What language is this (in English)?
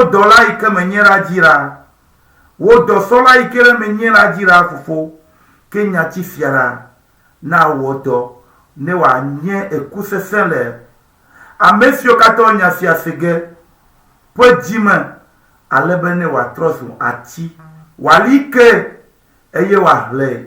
Ewe